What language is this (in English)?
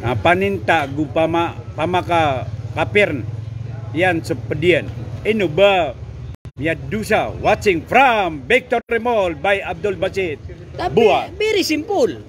Maranao